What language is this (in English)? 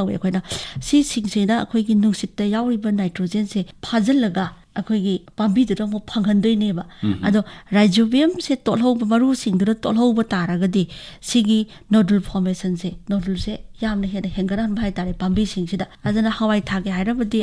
Manipuri